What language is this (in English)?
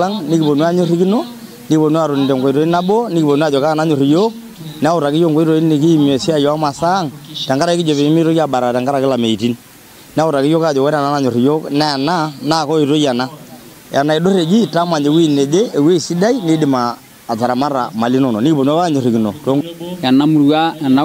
Masai